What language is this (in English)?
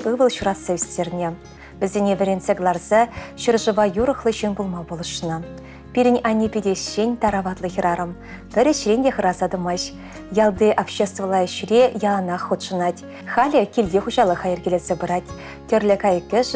Chuvash